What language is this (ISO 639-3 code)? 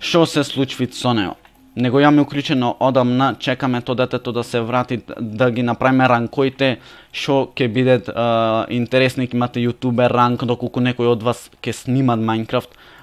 mkd